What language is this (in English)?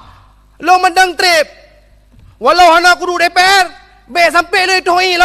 Achinese